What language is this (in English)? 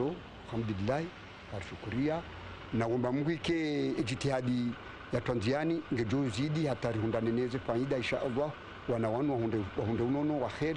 Swahili